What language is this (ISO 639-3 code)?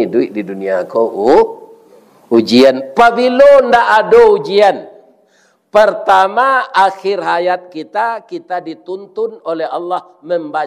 min